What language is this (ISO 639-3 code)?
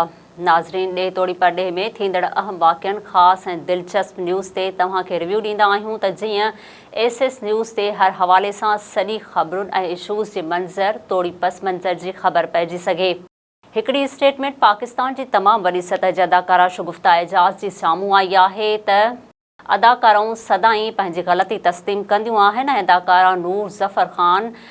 snd